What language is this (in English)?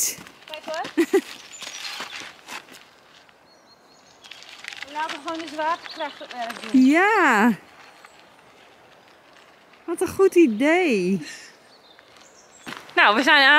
Dutch